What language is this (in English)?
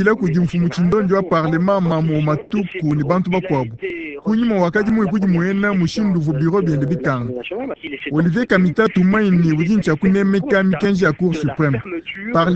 Luba-Lulua